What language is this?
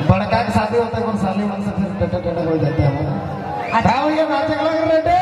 Sadri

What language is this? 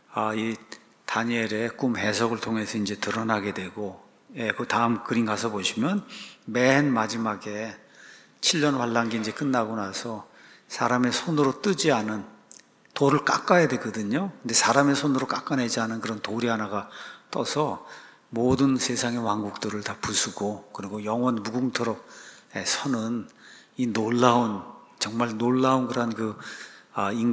Korean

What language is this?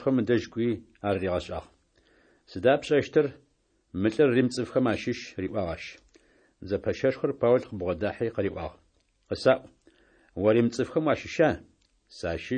Adyghe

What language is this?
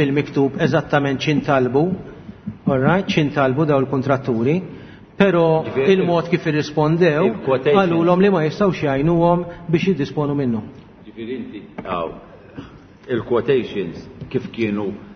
Maltese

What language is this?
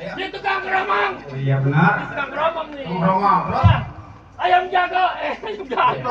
Betawi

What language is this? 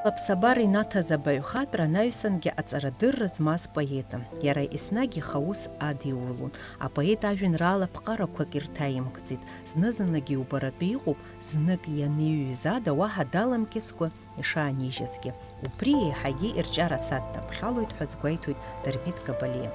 Abkhazian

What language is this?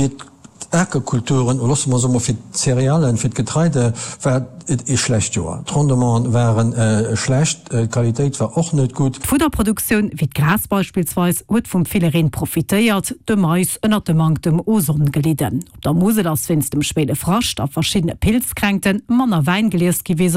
Luxembourgish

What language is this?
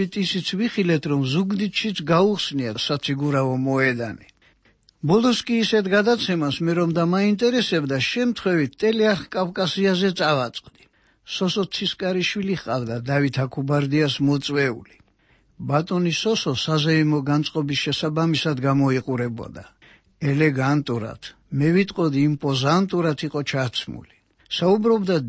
Georgian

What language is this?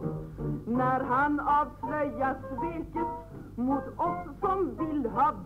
Swedish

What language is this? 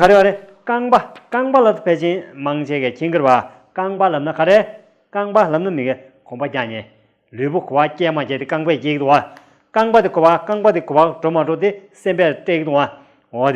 Tibetan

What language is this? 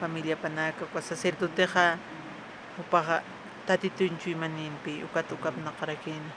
Aymara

